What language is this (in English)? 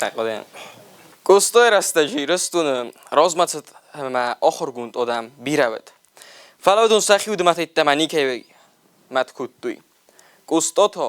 Ossetic